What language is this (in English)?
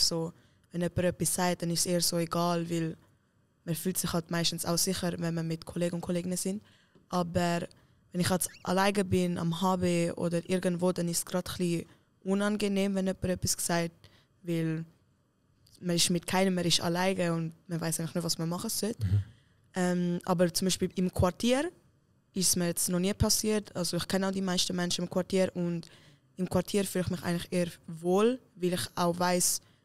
Swiss German